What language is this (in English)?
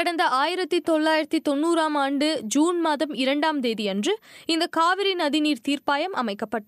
Tamil